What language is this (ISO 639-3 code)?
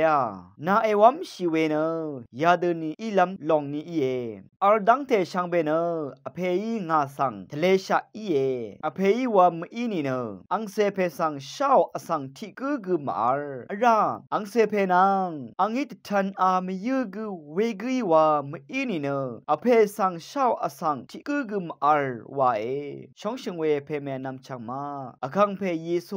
raw